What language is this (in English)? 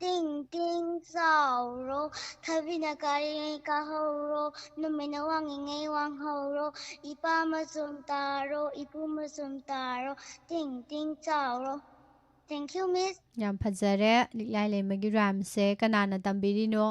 Manipuri